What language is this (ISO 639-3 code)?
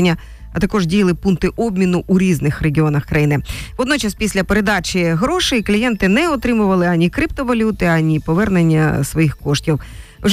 ukr